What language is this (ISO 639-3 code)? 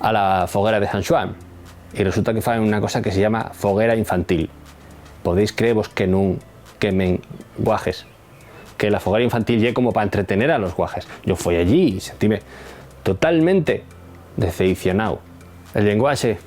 ast